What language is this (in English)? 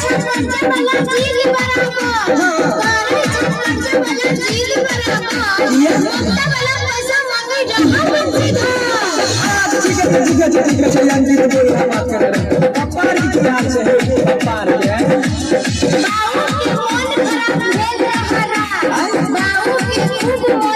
Maithili